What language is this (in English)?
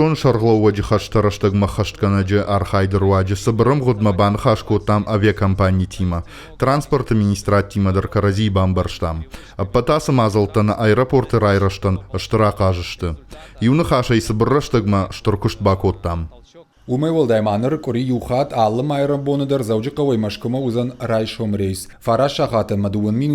Ossetic